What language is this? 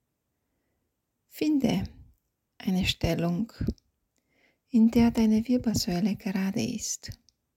German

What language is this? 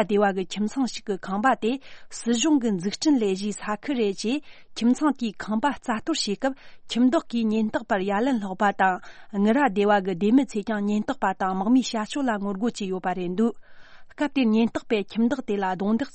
Tibetan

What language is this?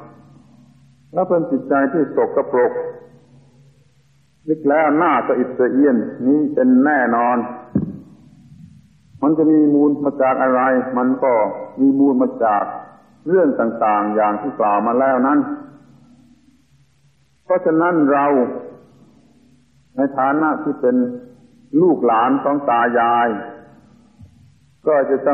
Thai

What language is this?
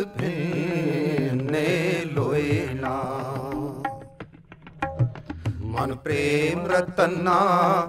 Punjabi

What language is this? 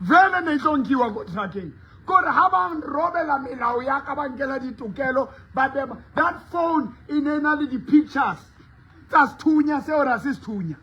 Southern Sotho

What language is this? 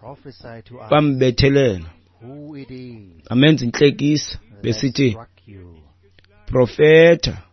Xhosa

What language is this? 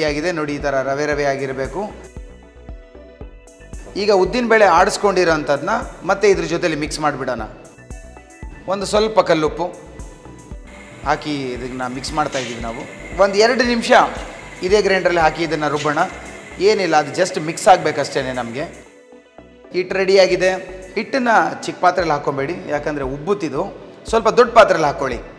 Kannada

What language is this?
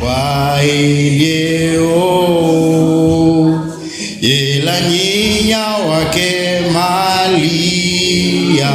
Kamba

